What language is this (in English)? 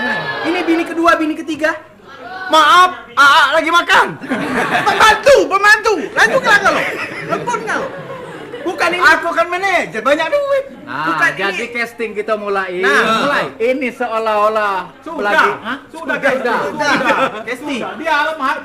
Musi